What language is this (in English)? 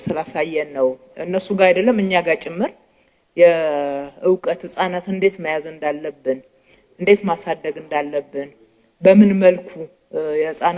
Amharic